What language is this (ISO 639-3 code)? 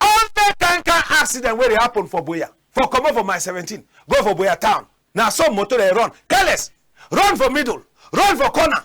wes